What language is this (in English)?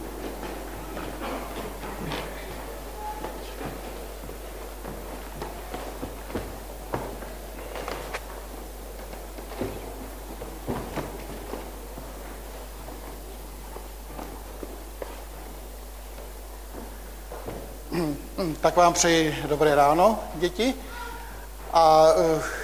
Czech